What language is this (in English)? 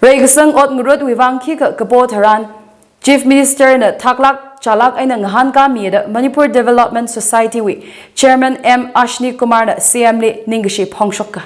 Tangkhul Naga (India)